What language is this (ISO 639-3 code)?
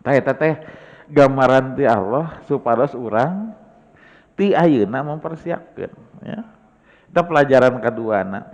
sun